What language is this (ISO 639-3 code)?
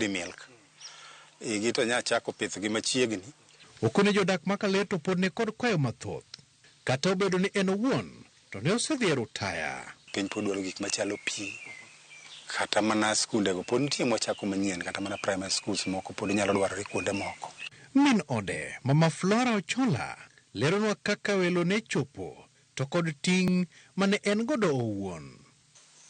luo